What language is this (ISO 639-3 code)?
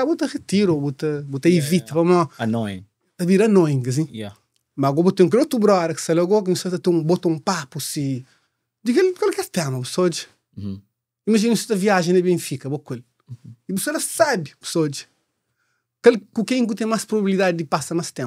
kea